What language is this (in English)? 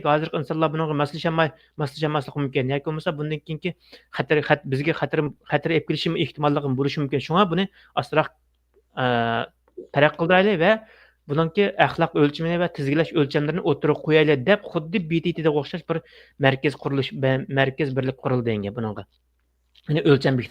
Uyghur